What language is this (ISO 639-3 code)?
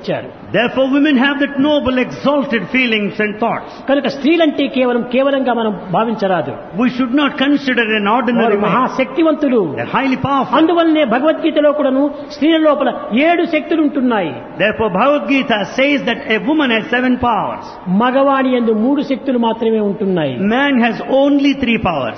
tel